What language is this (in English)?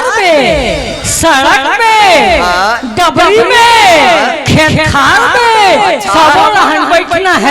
Chhattisgarhi